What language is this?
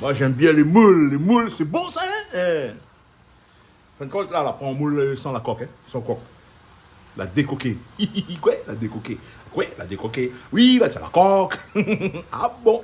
Réunion Creole French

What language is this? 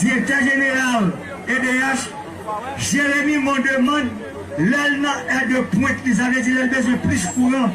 Haitian Creole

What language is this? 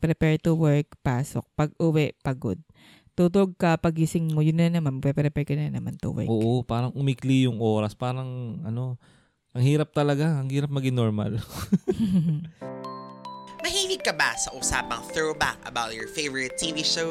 Filipino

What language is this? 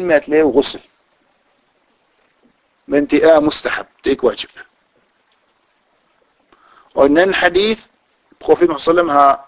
Danish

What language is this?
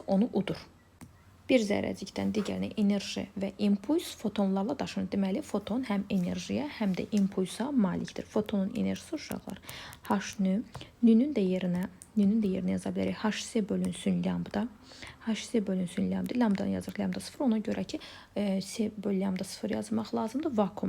Azerbaijani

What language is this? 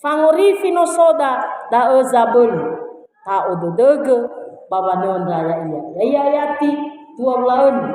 Nias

